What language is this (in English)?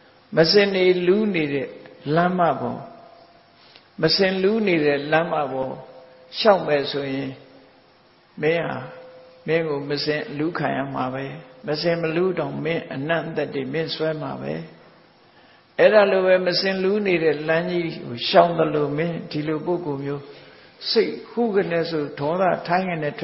Burmese